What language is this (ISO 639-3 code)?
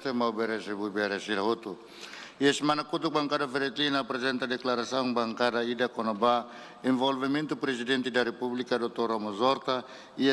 tet